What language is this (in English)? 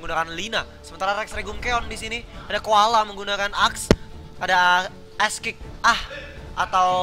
Indonesian